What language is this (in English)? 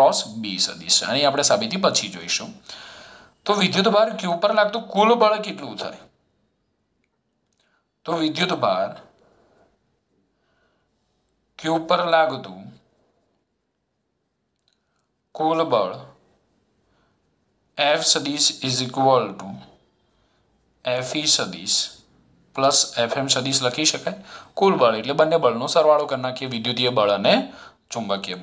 Gujarati